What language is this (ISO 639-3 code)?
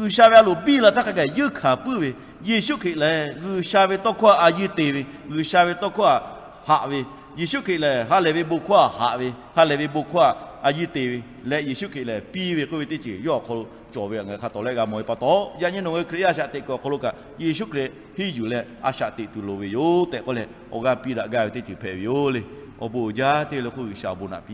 lhu